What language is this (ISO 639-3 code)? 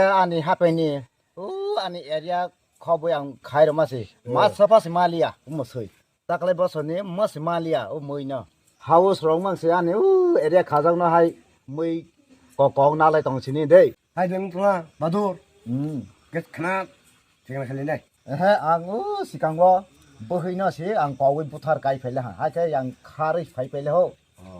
trp